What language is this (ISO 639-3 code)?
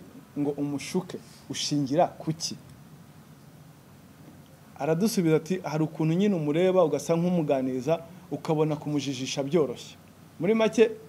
kin